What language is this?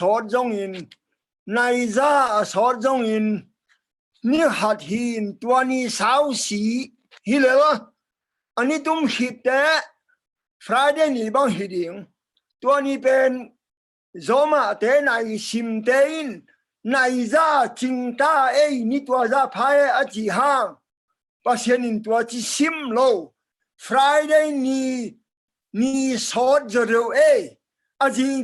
Tedim Chin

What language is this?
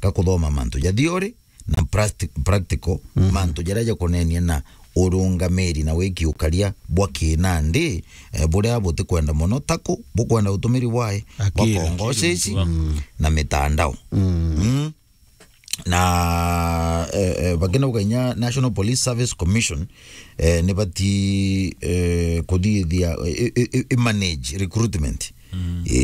Meru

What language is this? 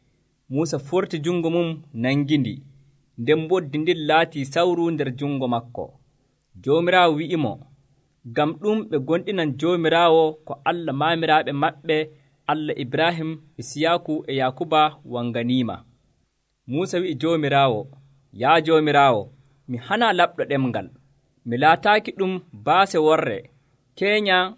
Nigerian Fulfulde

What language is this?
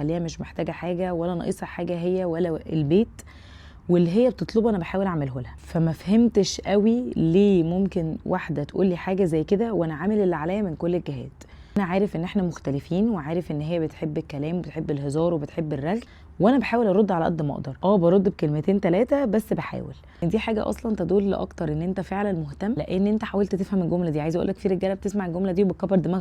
Egyptian Arabic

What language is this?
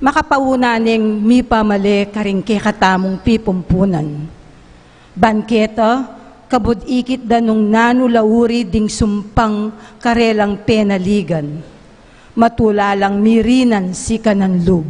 Pampanga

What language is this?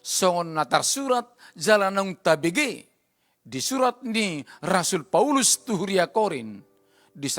Batak Toba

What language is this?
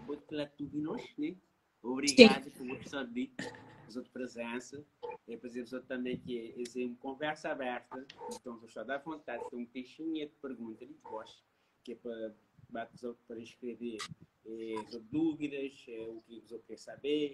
Kabuverdianu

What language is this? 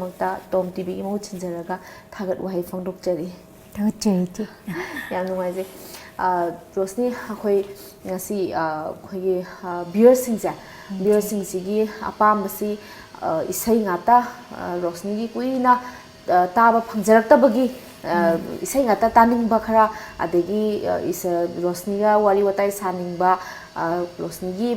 Manipuri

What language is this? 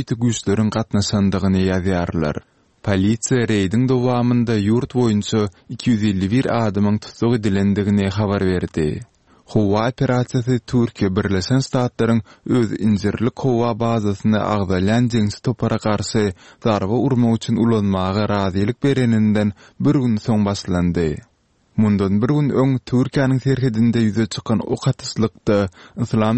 Turkmen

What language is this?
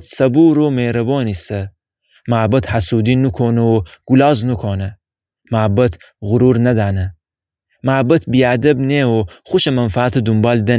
Gilaki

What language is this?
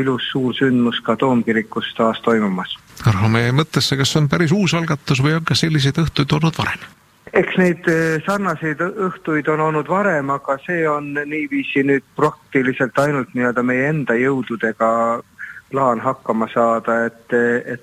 Estonian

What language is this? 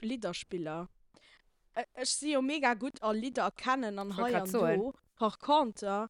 Luxembourgish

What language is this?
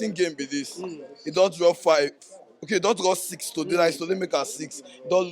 Nigerian Pidgin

